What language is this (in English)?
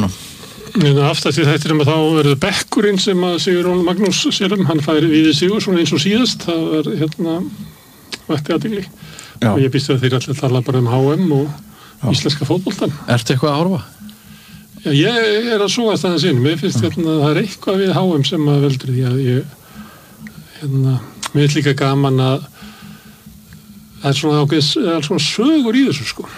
Icelandic